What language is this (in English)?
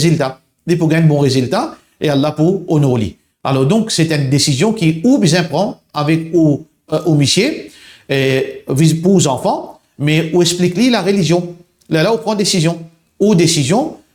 Morisyen